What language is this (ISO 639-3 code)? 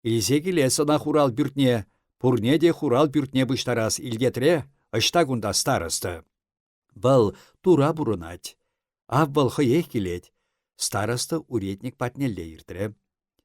chv